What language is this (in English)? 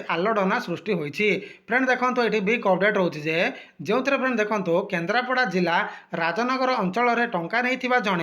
Odia